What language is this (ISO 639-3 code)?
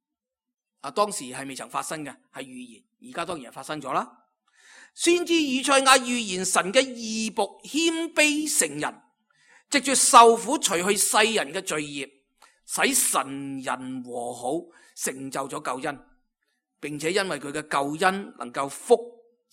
yue